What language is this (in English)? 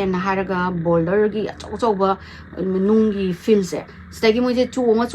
Manipuri